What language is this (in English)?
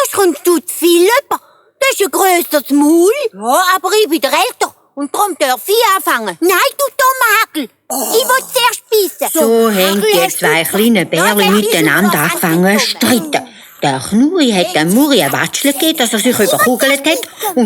Swiss German